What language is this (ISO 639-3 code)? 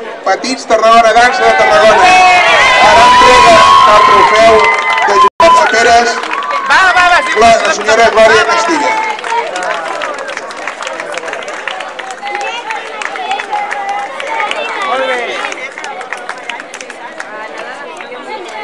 cat